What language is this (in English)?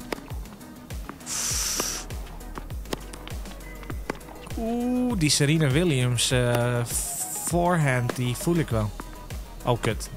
Dutch